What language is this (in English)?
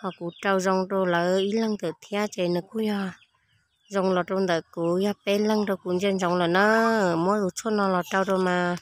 Hmong